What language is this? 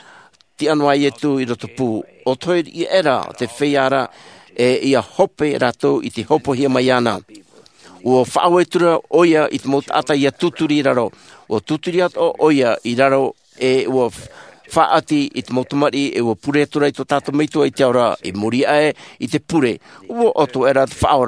Tahitian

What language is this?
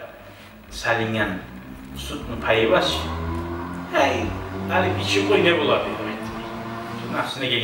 Kumyk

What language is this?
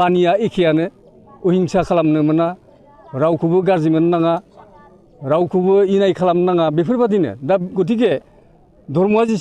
Bodo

